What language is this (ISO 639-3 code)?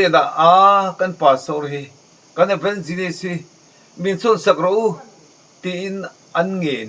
lus